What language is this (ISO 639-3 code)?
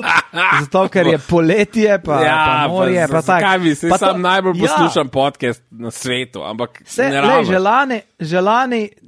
slv